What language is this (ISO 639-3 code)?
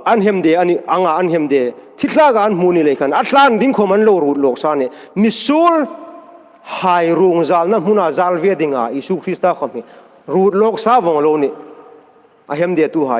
hmr